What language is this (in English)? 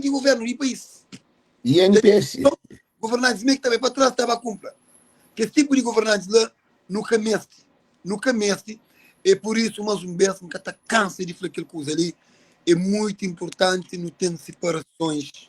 Kabuverdianu